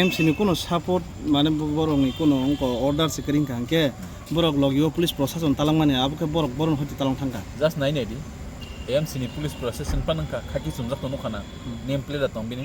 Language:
Kok Borok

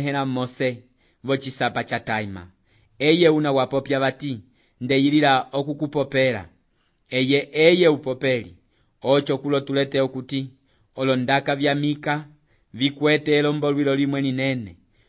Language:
Umbundu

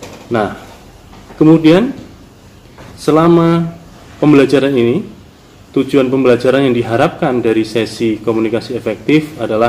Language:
Indonesian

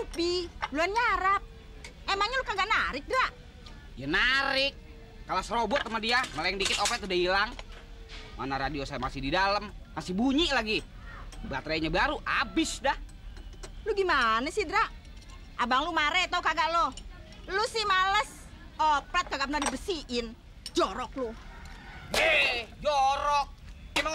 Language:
Betawi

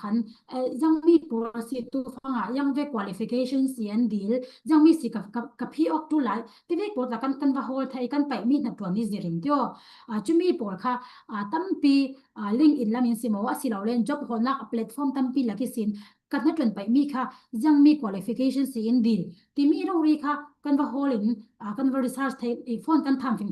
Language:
Falam Chin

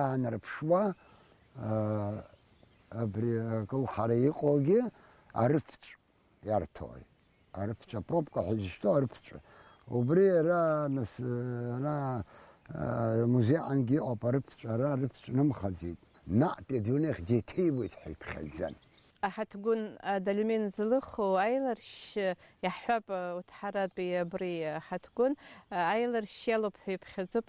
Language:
Abkhazian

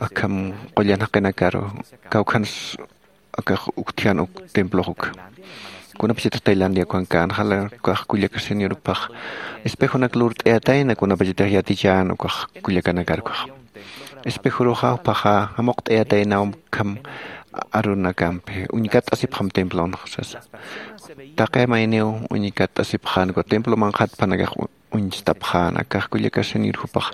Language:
Aymara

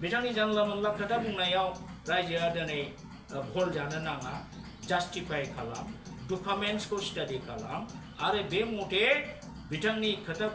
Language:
Bodo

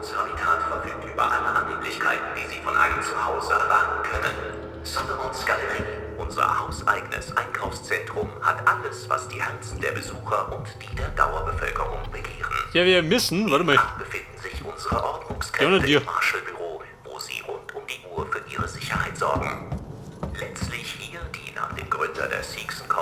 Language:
Bavarian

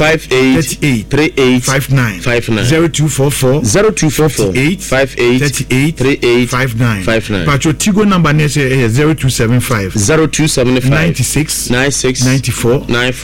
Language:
Akan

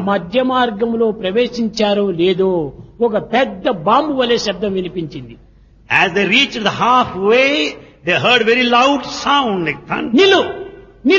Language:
Telugu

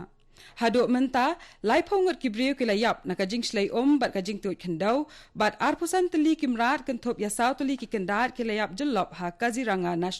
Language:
Khasi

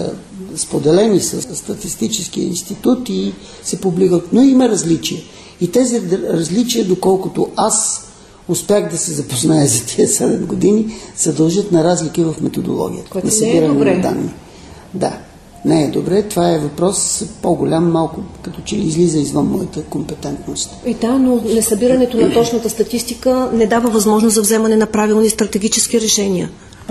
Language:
Bulgarian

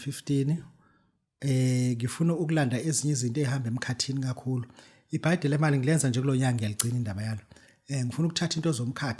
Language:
Zulu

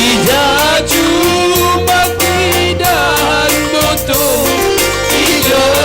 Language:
Batak Simalungun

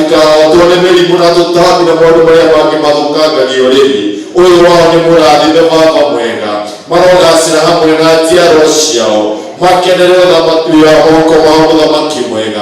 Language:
Kikuyu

